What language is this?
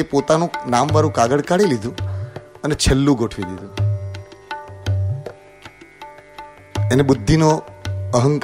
Gujarati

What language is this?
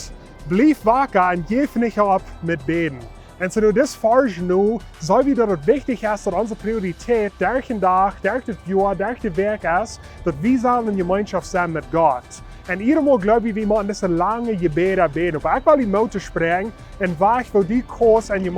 Plautdietsch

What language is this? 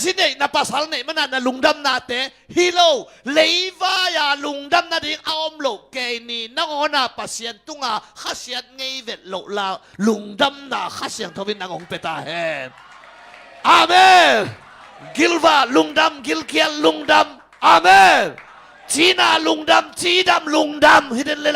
Tedim Chin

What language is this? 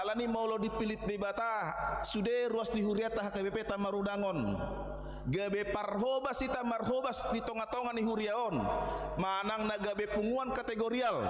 Batak Toba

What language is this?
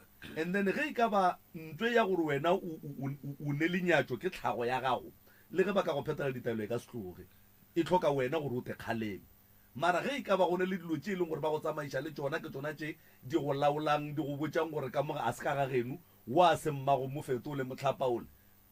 Northern Sotho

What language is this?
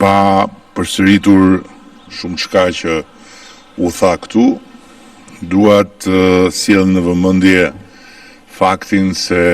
Albanian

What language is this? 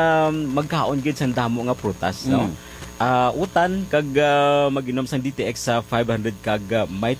Hiligaynon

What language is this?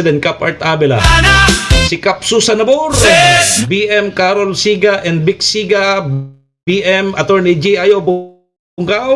Bikol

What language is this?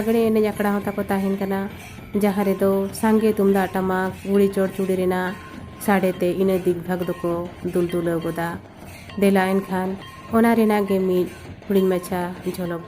Santali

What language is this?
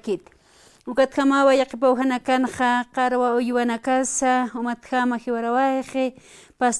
Aymara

